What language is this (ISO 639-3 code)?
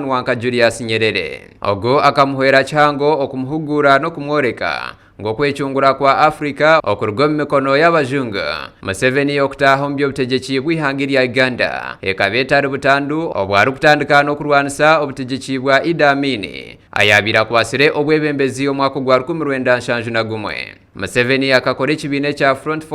nyn